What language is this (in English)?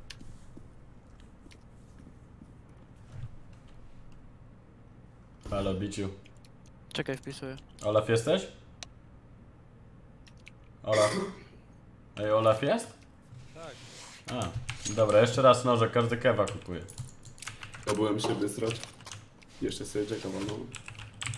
Polish